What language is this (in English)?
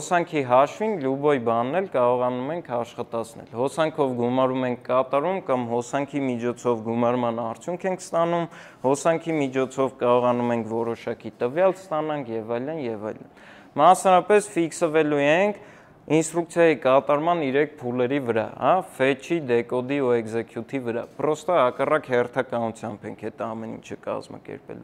Armenian